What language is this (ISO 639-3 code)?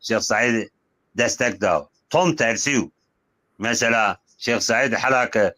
zza